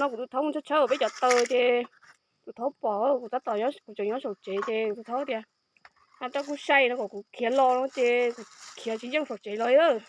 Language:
Hmong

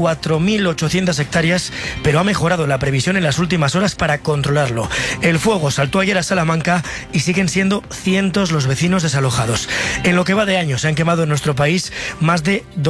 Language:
Spanish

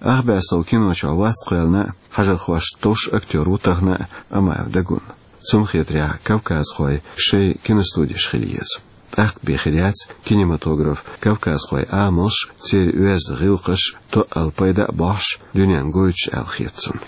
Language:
Chechen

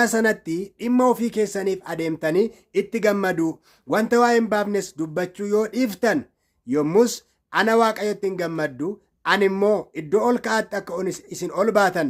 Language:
Oromo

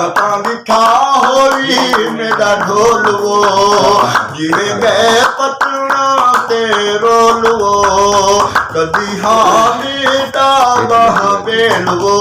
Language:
Saraiki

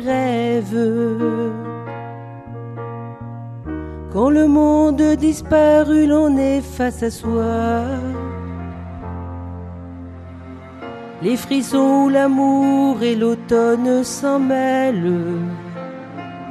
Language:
French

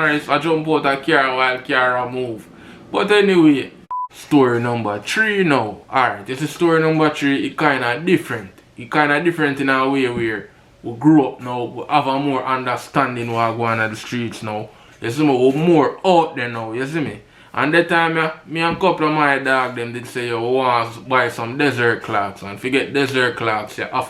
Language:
Jamaican Creole English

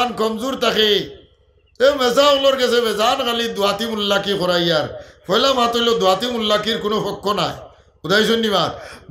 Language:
Sylheti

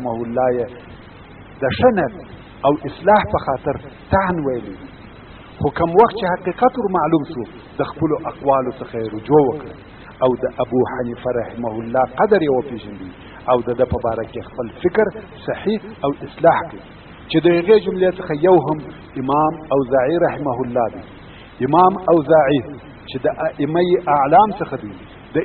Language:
Pashto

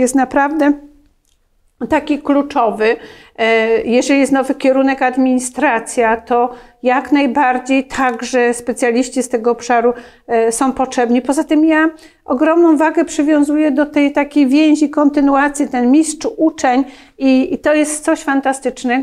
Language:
Polish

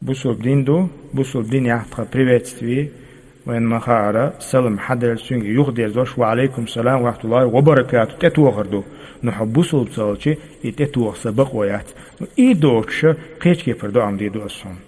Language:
Chechen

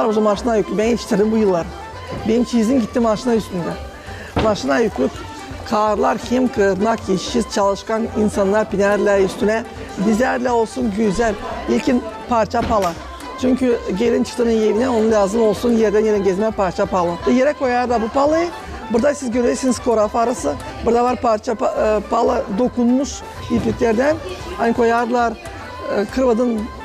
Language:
Gagauz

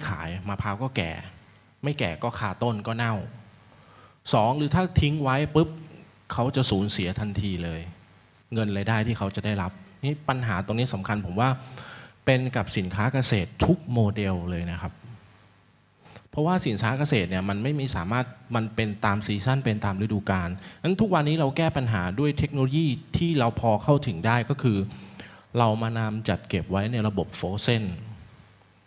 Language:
Thai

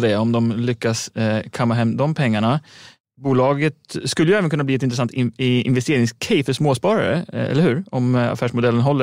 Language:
Swedish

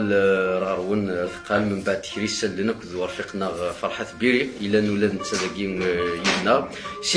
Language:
Kabyle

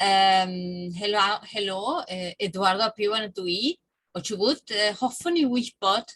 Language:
Welsh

